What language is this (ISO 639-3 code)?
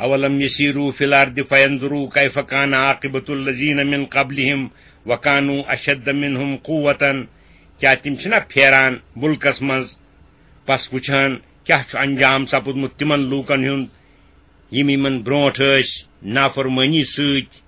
kas